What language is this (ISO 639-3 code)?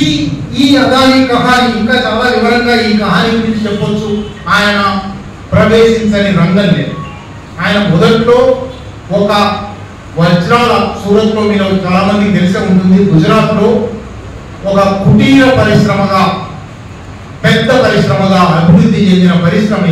tel